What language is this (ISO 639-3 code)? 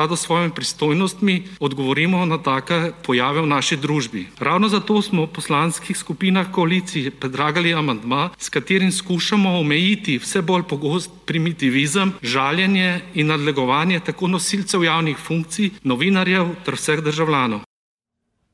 slv